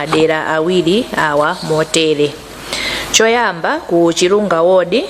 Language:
Nyanja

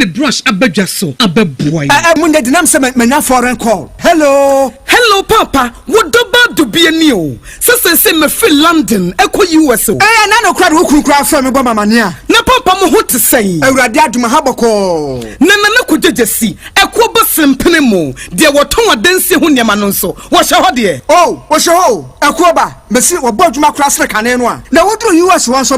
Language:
Akan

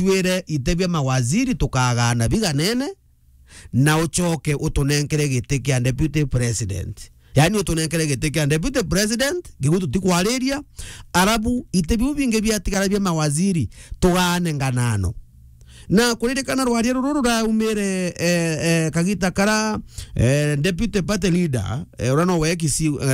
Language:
Meru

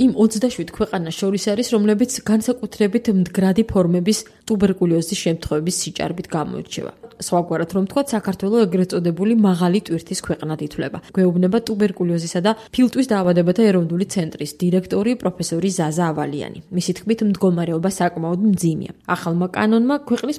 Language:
Georgian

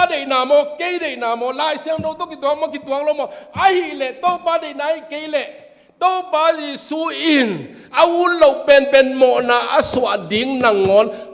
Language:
Tedim Chin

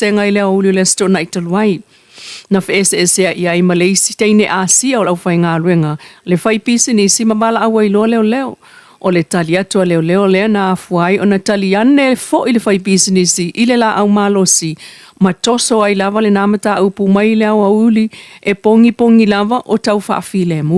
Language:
Samoan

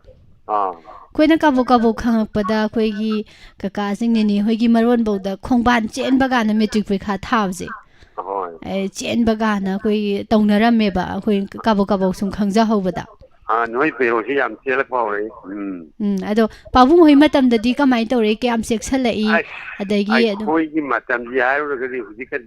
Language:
Manipuri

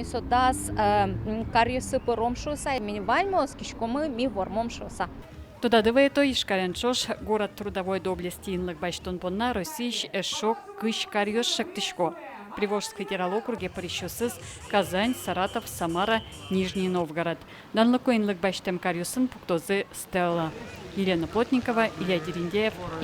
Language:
Udmurt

